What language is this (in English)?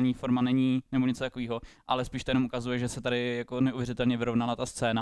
Czech